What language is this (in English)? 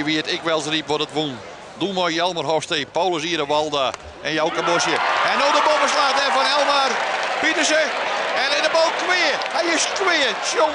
Western Frisian